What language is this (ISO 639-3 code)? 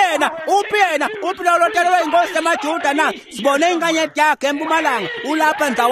ssw